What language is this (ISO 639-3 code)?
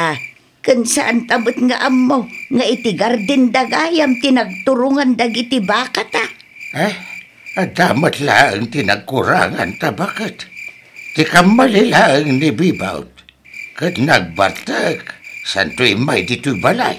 ilo